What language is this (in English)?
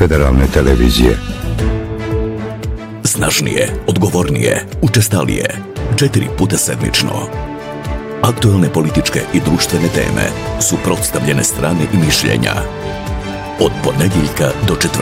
Bosnian